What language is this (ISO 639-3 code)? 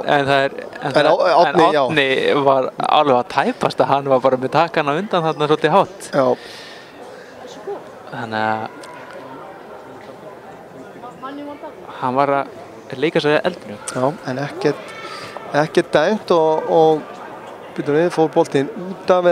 isl